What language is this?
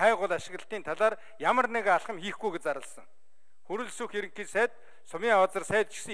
Mongolian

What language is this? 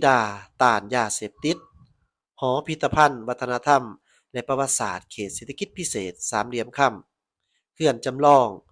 Lao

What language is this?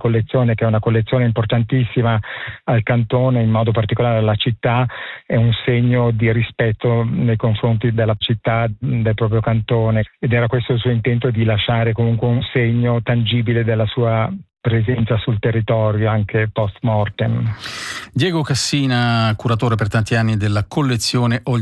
Italian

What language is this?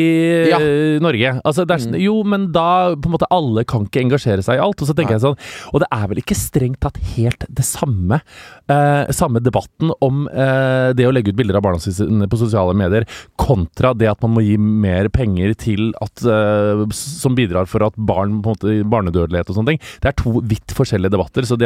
Norwegian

